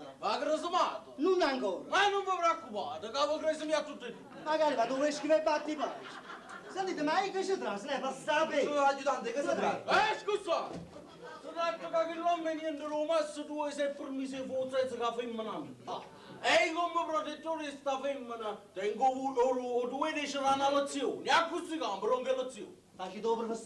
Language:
Neapolitan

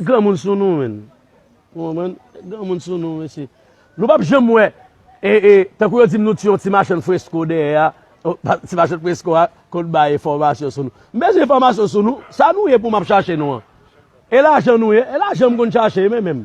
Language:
Haitian Creole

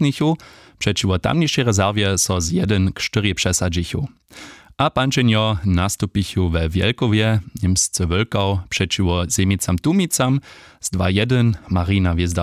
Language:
Upper Sorbian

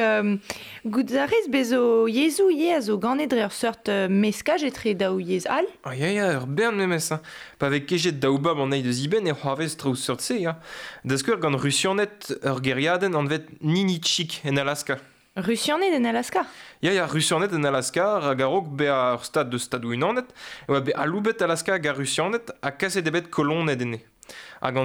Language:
Breton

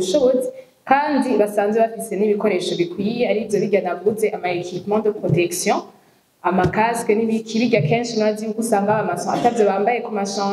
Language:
Rundi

